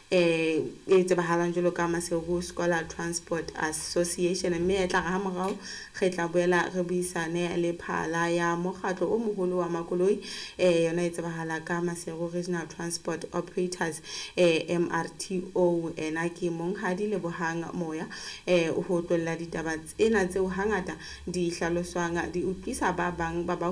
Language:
Southern Sotho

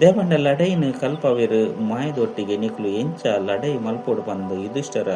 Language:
Tulu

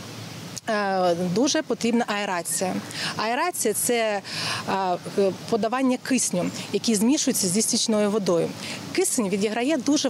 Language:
Ukrainian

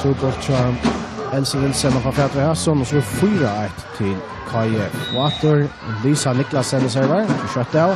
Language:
Faroese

